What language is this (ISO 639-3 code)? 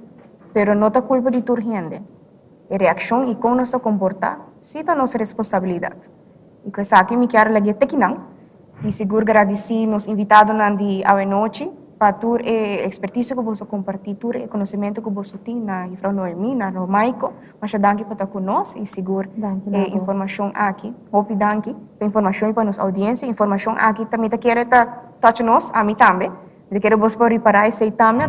pap